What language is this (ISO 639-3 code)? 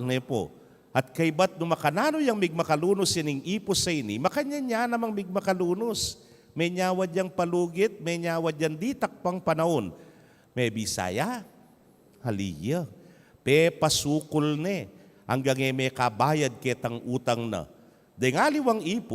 pam